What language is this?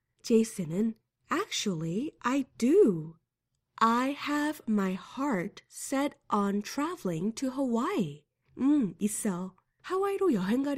Korean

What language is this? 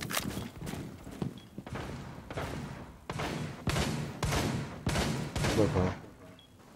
Malay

